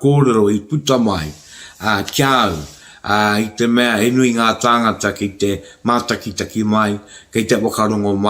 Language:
Māori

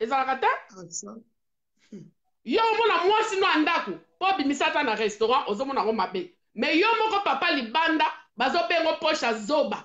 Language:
Lingala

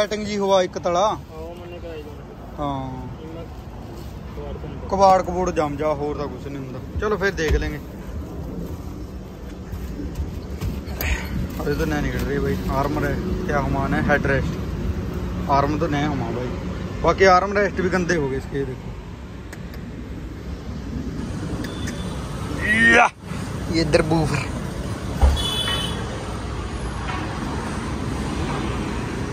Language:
Hindi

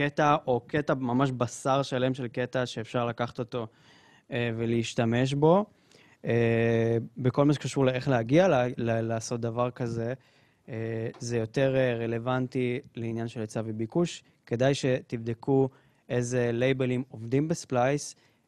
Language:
Hebrew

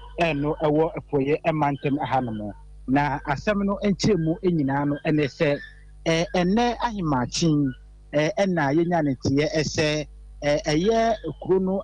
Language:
Akan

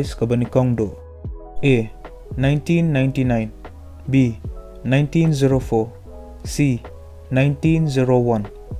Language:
Khasi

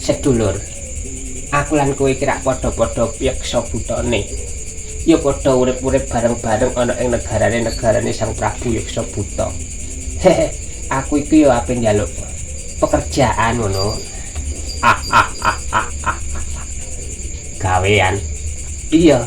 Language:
Javanese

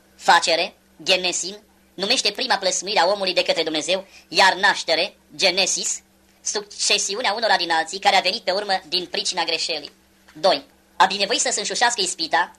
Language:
Romanian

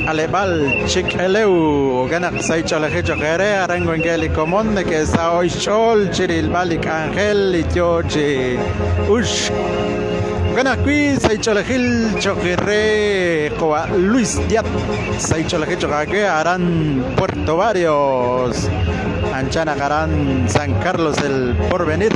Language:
Kekchí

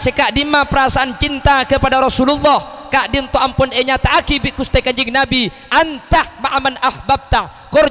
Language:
Madurese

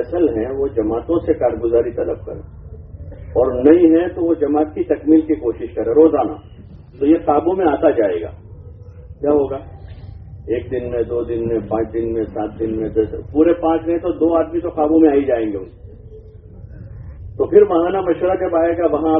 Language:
Urdu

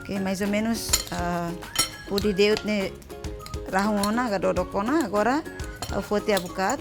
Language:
Tetum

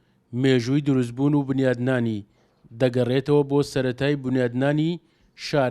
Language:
Central Kurdish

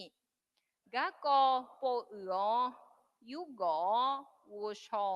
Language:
Akha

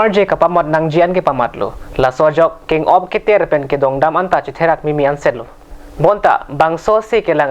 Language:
Karbi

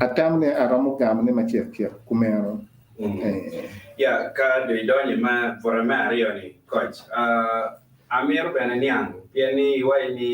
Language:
Acoli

